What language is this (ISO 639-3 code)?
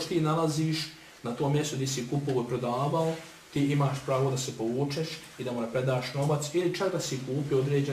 bos